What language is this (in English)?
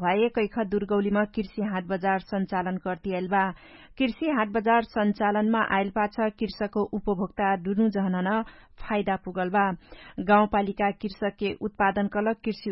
Dangaura Tharu